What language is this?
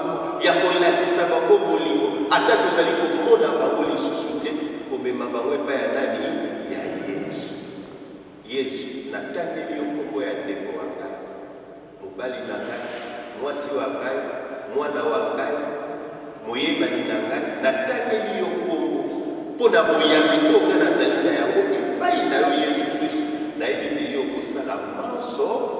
Lingala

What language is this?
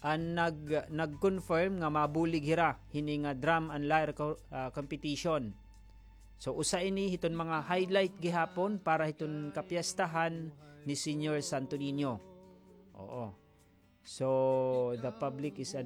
Waray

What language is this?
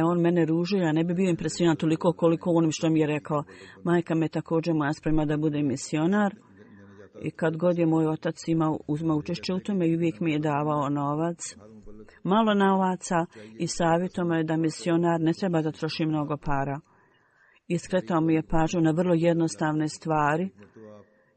Bosnian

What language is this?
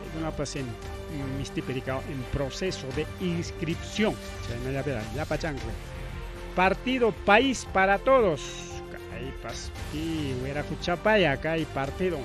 Ayacucho Quechua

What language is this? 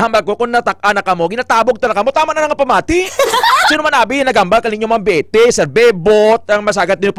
Hiligaynon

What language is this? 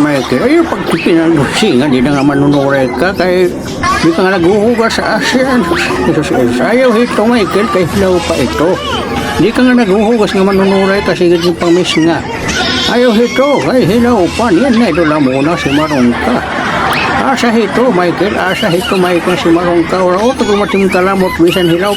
Waray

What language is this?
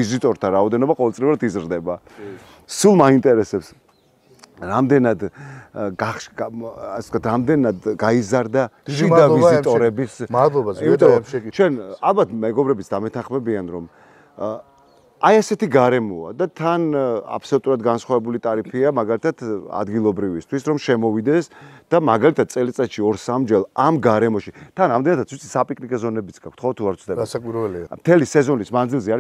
Georgian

